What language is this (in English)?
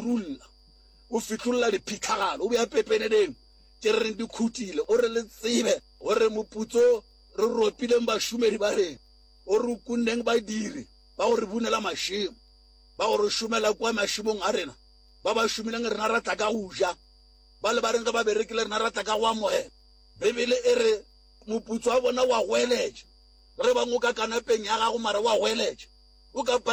Northern Sotho